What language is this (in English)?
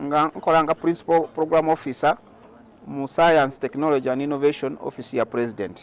Soga